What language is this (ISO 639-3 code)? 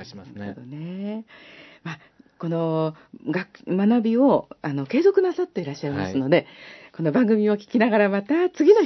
jpn